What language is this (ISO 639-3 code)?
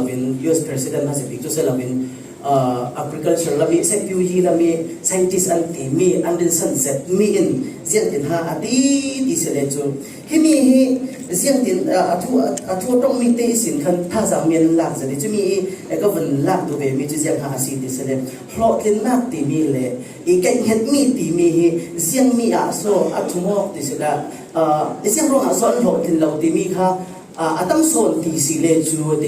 cfm